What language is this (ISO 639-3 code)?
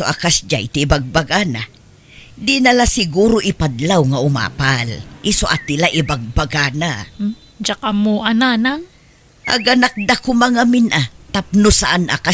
ilo